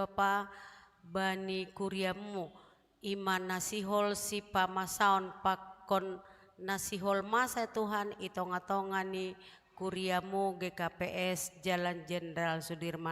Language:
Batak Simalungun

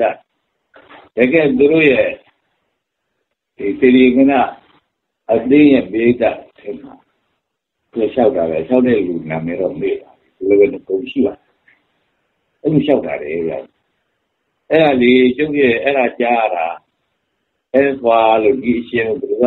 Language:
Burmese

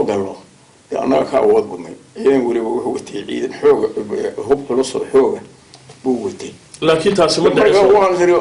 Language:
Somali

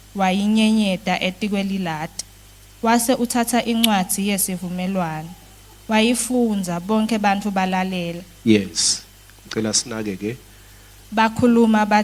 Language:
Swati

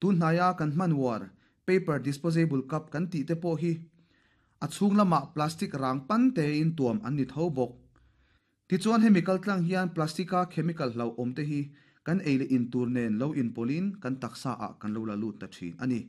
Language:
Mizo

